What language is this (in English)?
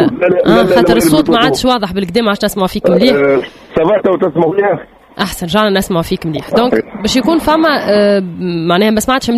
Tunisian Arabic